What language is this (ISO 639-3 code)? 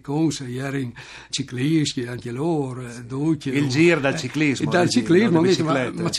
fur